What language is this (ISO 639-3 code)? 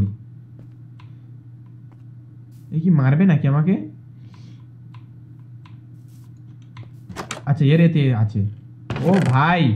ben